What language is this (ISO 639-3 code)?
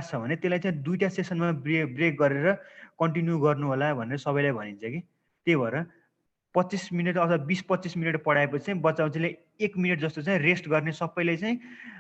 nep